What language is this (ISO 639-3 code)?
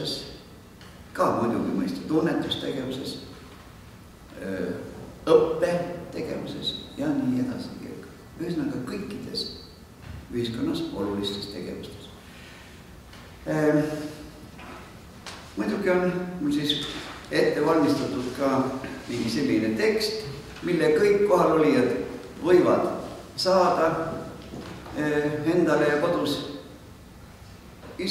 est